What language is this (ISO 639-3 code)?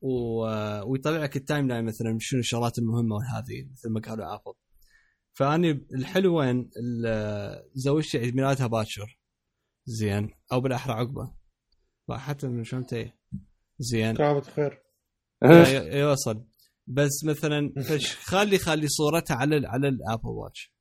acm